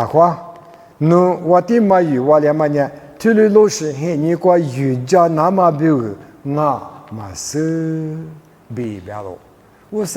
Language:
Lisu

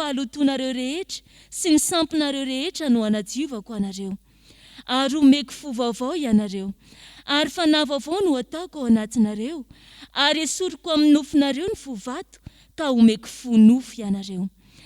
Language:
Malagasy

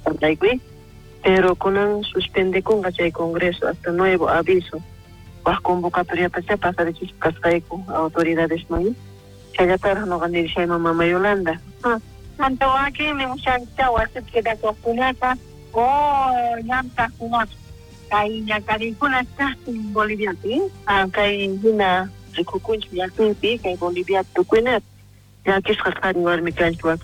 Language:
South Bolivian Quechua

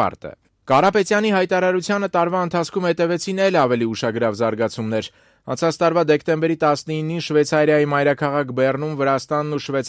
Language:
Armenian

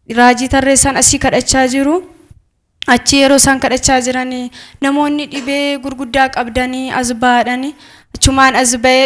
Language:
Oromo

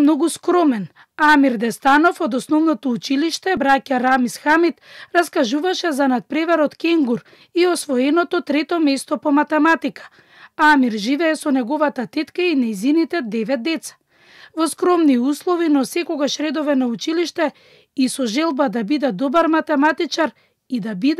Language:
Macedonian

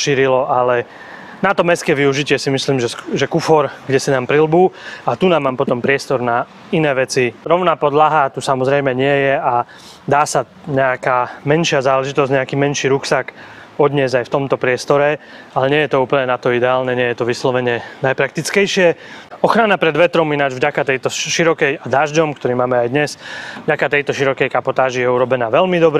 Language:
Slovak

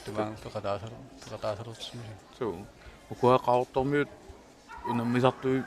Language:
Kalaallisut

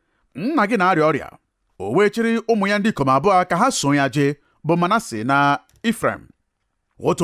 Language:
Igbo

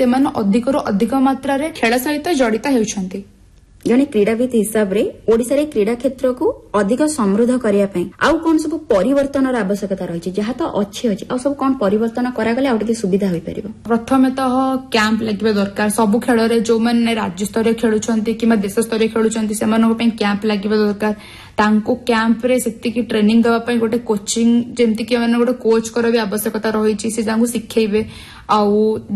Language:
Odia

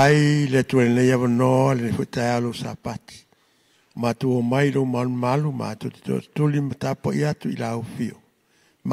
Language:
Samoan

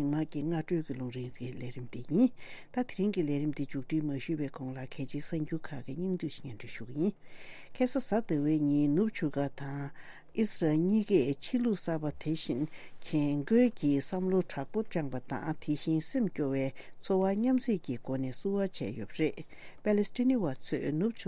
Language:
Tibetan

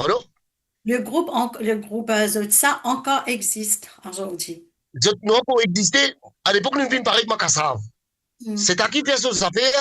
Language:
Morisyen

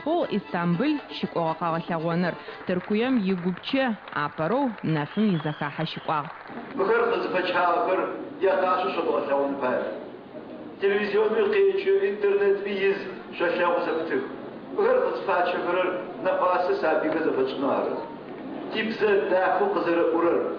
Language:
Adyghe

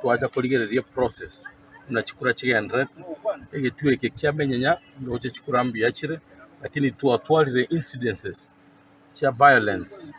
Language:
Gusii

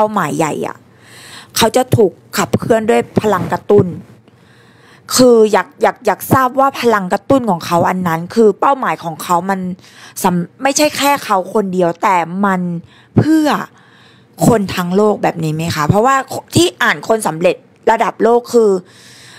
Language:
Thai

